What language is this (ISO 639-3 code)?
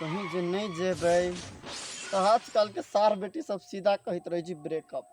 mai